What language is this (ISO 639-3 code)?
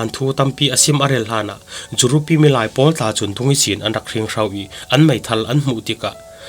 cfm